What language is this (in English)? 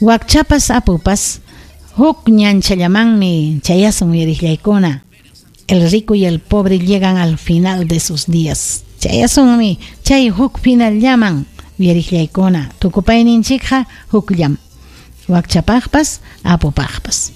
Ayacucho Quechua